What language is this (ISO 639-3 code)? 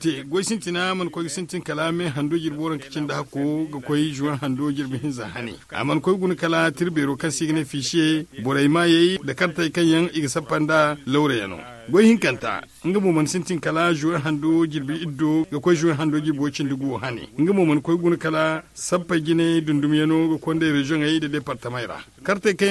dje